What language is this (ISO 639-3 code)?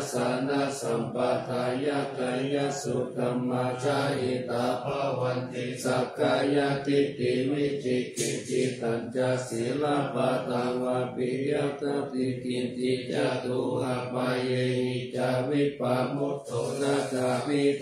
pli